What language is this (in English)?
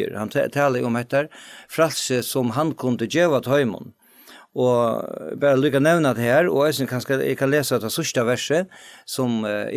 Faroese